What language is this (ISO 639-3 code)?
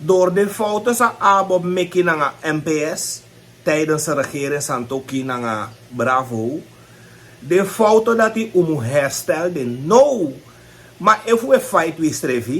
srn